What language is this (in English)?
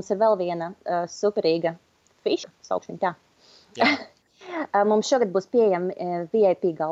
Latvian